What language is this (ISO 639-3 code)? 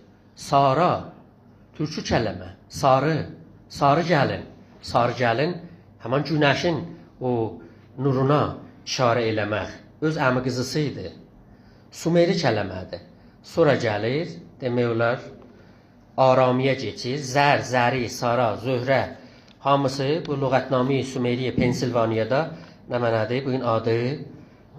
azb